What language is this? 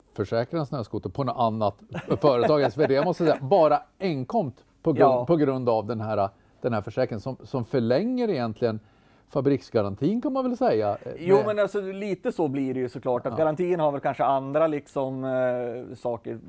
Swedish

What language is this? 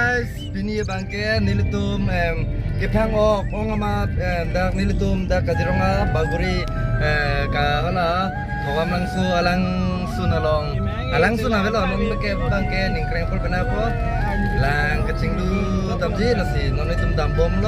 Karbi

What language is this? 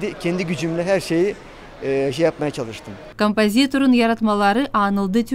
Gagauz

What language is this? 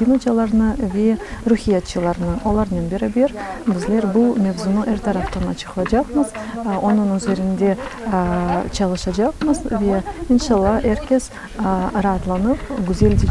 Crimean Tatar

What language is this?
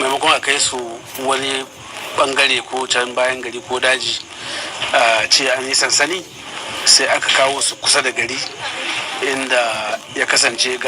Hausa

